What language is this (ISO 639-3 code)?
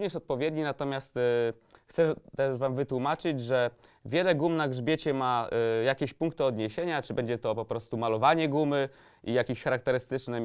pol